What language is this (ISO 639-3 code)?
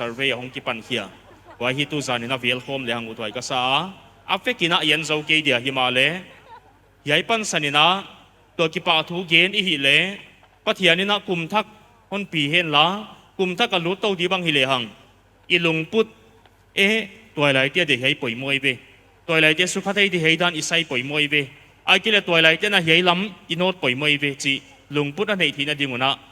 pck